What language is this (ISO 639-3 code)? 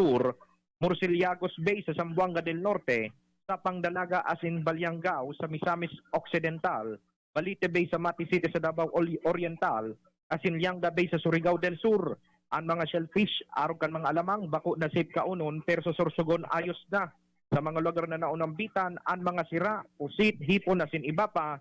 bik